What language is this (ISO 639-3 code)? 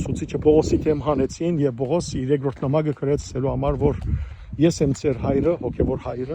hyw